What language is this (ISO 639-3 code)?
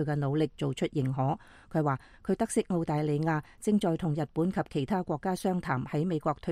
yue